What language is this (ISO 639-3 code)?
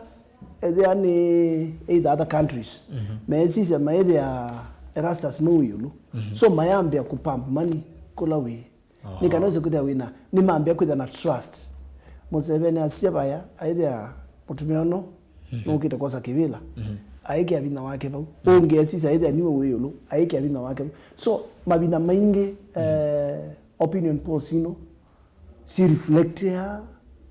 kam